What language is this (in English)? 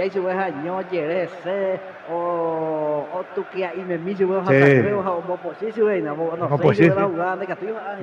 Guarani